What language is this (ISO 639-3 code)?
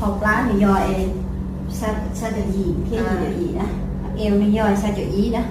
hmn